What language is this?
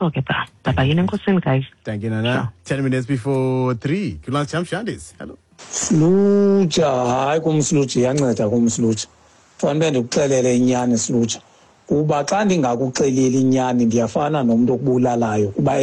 Xhosa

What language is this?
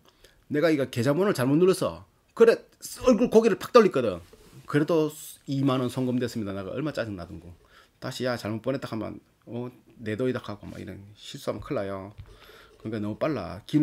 Korean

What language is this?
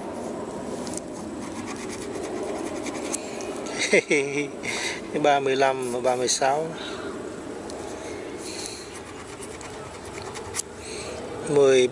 Vietnamese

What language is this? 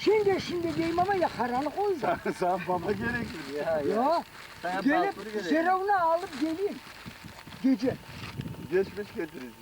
Crimean Tatar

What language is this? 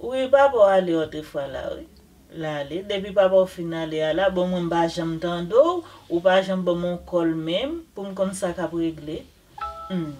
Haitian Creole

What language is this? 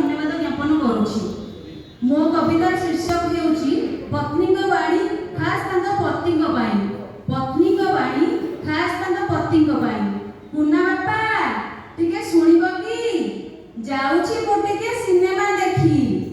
Odia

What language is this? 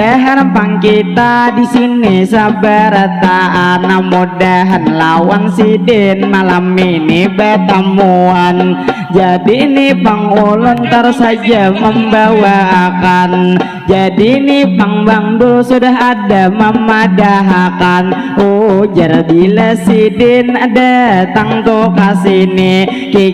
Banjar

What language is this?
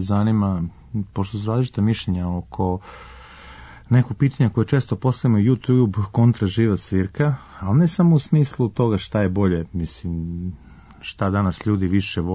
Serbian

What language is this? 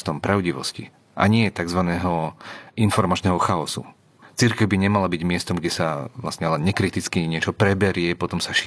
Slovak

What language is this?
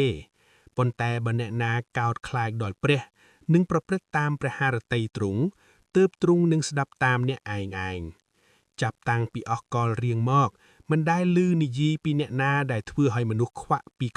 Khmer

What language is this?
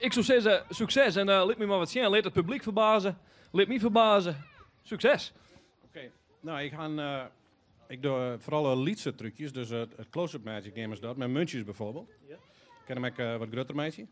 Western Frisian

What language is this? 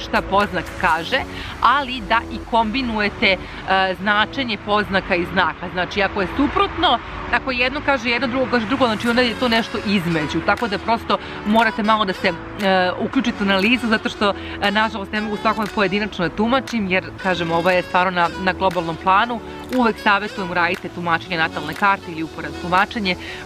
Serbian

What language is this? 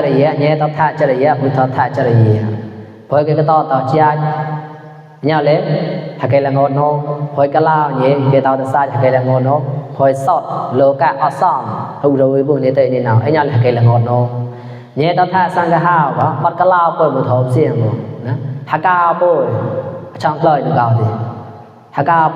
Mon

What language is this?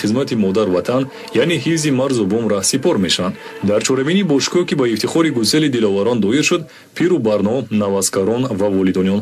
Tajik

